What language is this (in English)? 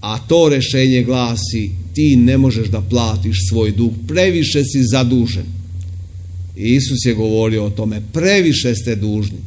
Serbian